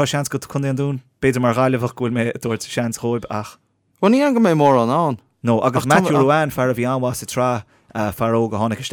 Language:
Irish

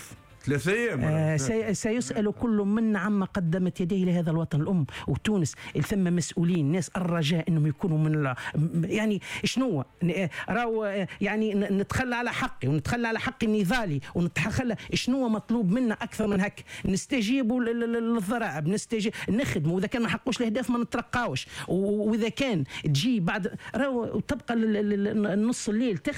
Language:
Tunisian Arabic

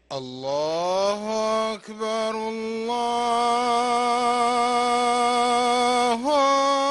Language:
Arabic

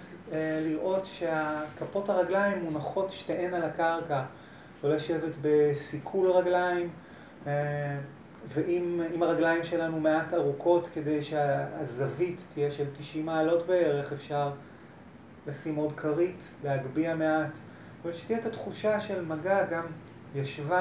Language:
Hebrew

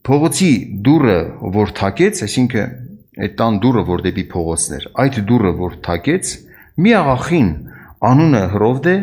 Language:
Armenian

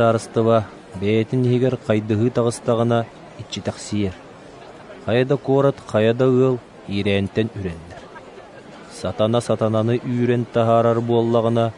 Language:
Yakut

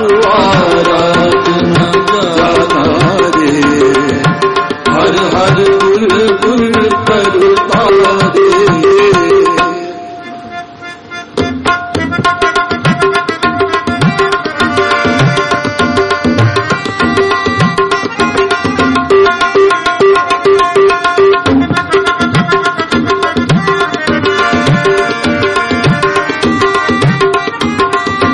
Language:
Hindi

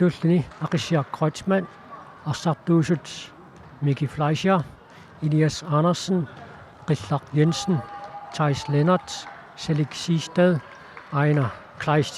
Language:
Kalaallisut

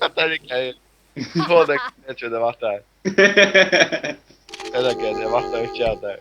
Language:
Faroese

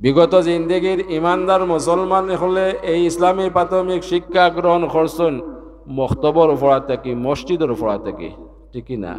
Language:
Sylheti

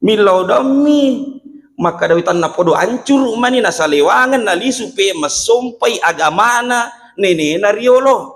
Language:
Buginese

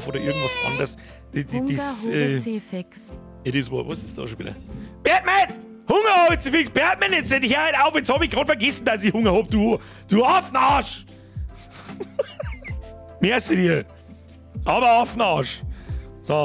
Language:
Bavarian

